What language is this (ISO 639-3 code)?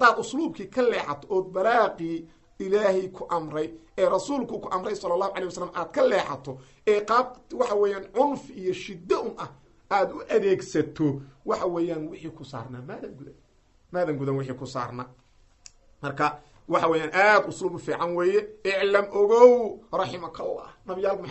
som